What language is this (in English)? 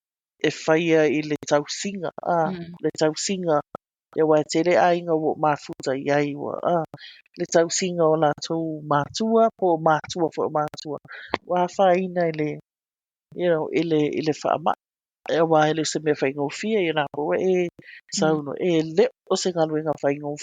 Samoan